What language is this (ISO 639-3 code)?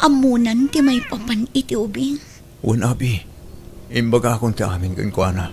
ilo